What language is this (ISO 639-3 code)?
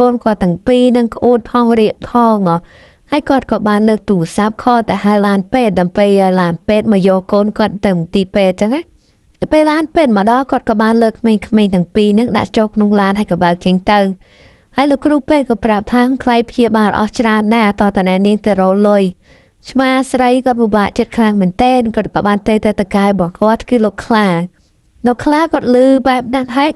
khm